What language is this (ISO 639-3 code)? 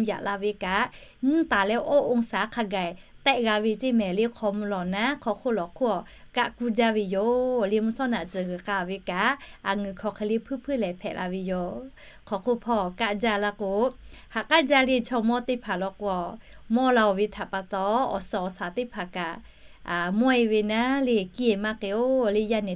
lhu